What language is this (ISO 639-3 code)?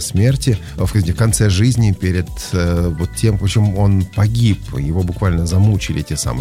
rus